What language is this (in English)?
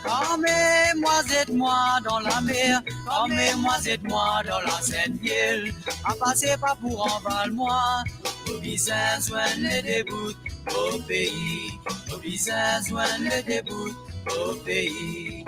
Morisyen